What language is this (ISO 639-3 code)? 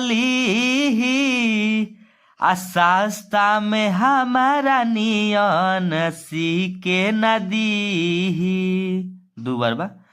bho